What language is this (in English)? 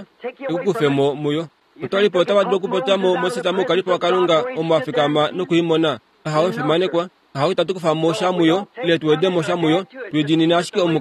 Kuanyama